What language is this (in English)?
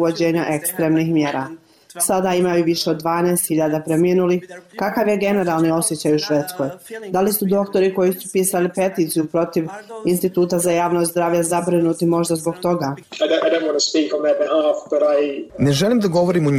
Bosnian